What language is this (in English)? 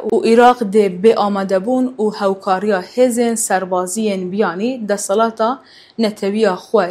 Kurdish